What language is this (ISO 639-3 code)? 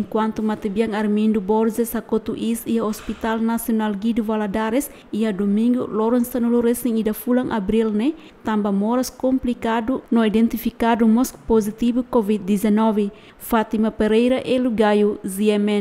tet